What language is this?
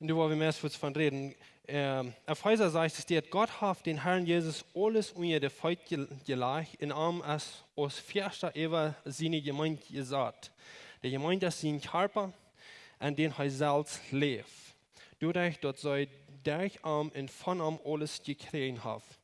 Plautdietsch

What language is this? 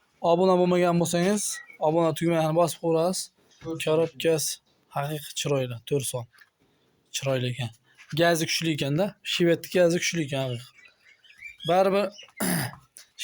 Uzbek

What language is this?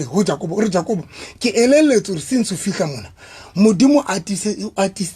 Southern Sotho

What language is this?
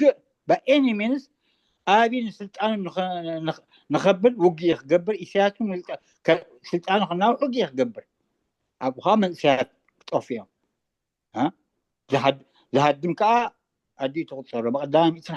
Tigrinya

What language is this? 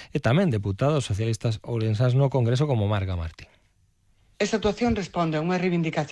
Galician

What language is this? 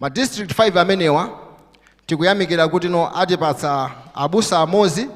Nyanja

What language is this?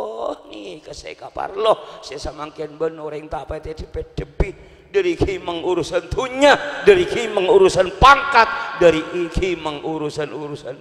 Madurese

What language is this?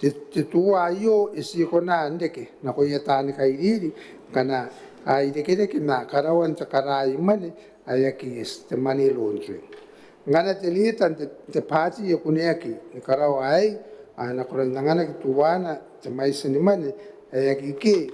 Gilbertese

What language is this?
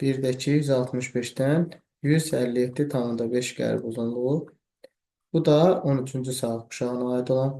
Azerbaijani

